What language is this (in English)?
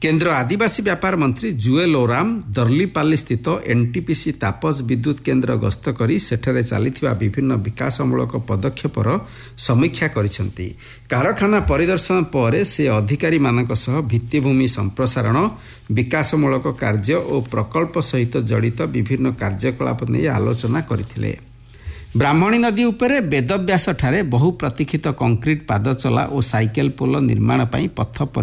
Odia